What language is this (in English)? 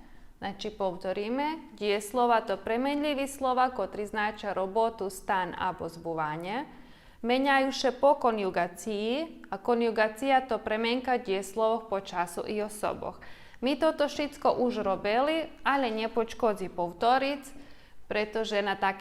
Rusyn